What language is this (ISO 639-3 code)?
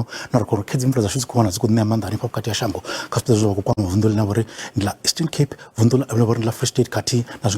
ven